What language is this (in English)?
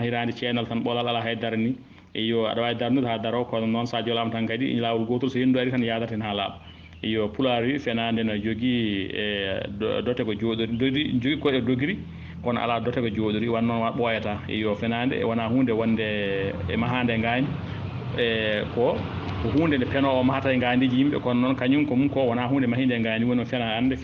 Fula